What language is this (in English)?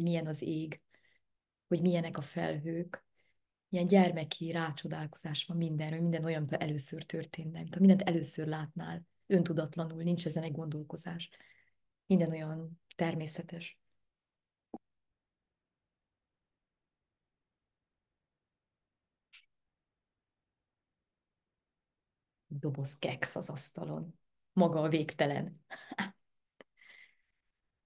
Hungarian